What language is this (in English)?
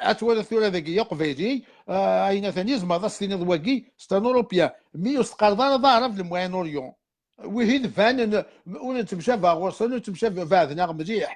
Kabyle